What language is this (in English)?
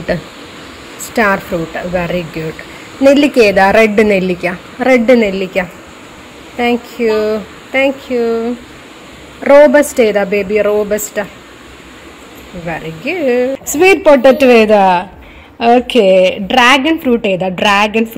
Malayalam